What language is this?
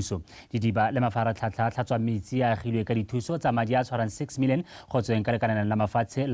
Tswana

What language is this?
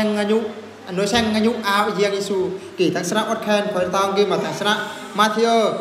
Eastern Bru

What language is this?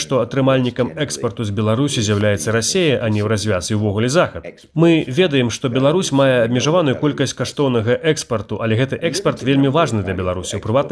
Belarusian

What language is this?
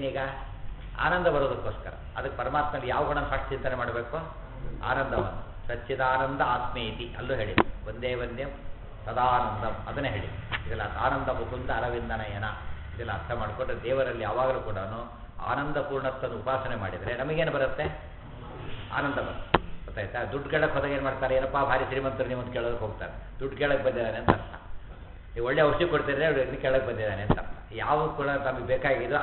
Kannada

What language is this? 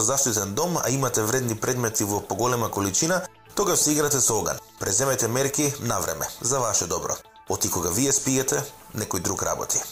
Macedonian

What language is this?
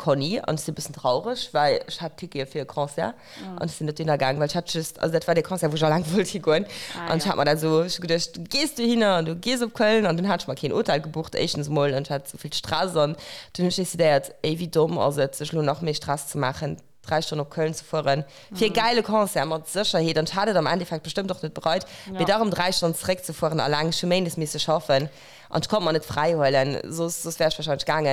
Luxembourgish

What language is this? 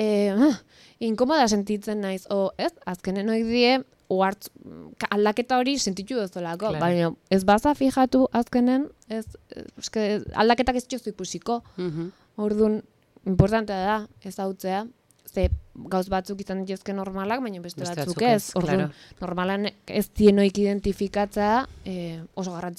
Basque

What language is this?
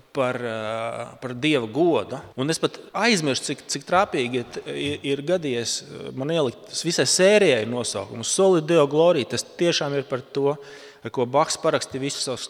Latvian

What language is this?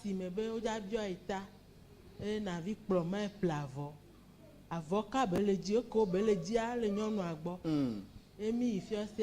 Ewe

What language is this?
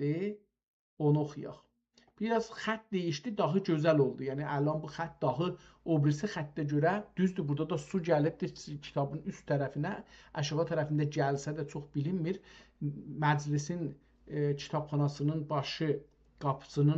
South Azerbaijani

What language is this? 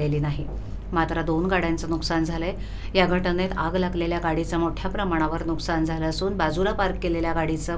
Marathi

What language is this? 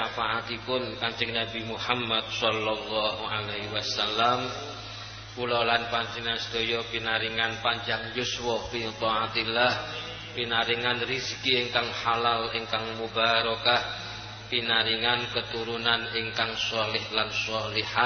Javanese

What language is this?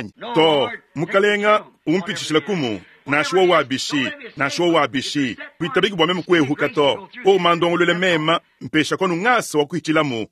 Luba-Lulua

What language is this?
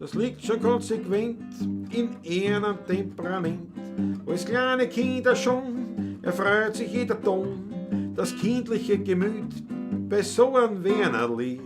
Bavarian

